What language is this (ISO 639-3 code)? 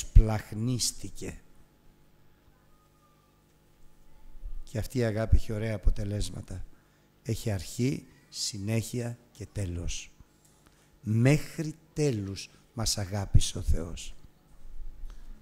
ell